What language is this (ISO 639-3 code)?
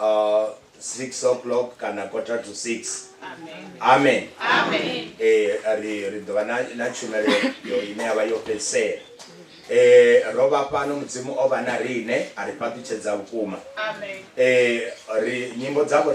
ven